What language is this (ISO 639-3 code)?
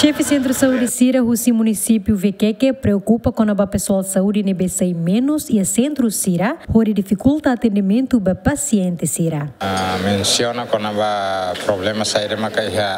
tet